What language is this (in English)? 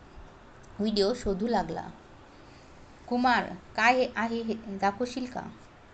Marathi